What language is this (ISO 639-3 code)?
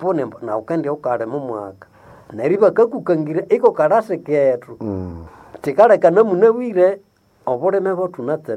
nnb